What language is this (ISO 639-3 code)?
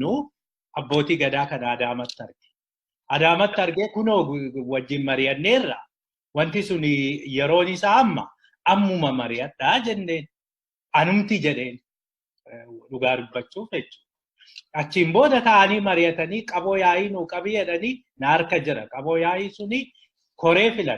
orm